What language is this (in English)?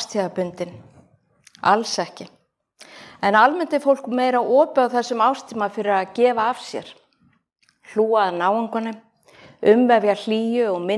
Icelandic